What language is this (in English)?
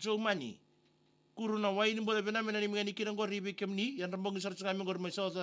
Fijian